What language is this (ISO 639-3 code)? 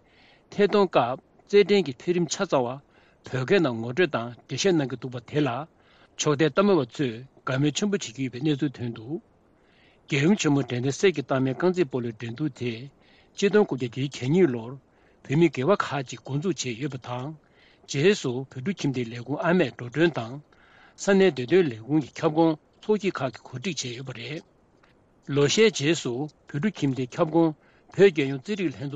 bod